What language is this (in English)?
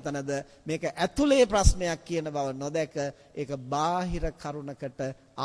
Sinhala